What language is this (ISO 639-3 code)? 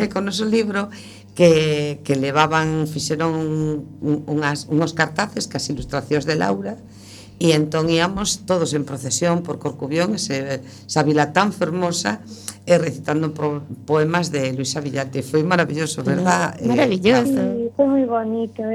glg